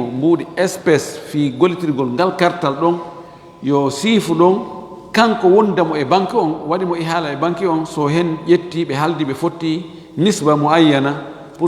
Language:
Fula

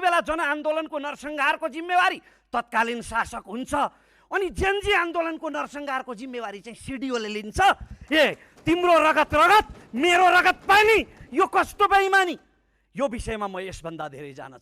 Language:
Nepali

